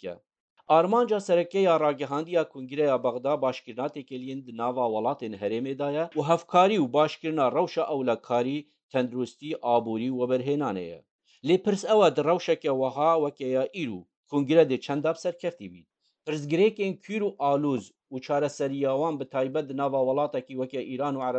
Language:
Kurdish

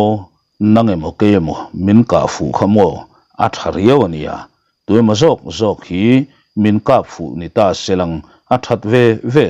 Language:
Mizo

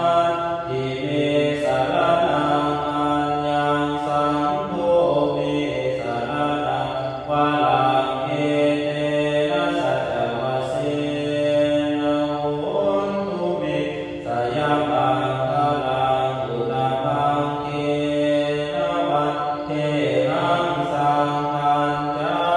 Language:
Pali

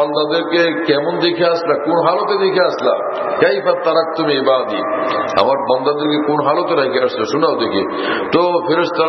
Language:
Bangla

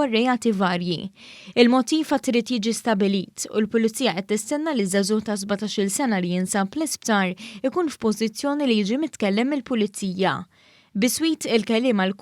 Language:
Maltese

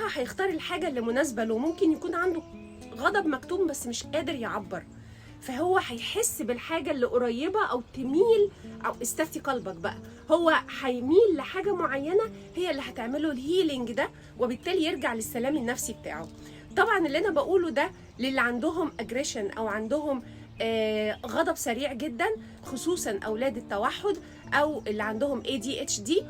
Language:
Egyptian Arabic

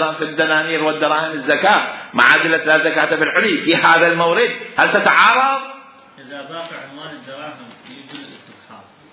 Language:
Mesopotamian Arabic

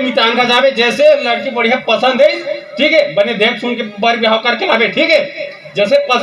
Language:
Chhattisgarhi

